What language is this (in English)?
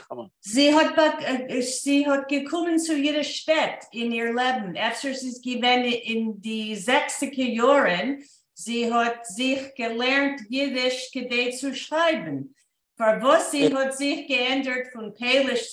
Yiddish